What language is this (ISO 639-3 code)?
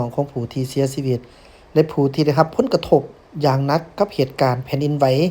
lao